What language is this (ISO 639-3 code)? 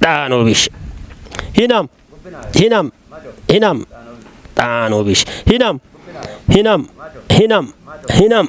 kbr